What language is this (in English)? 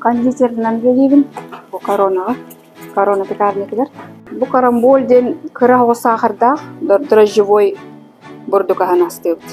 Yakut